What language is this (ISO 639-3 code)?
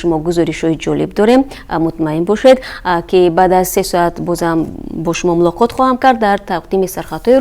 tgk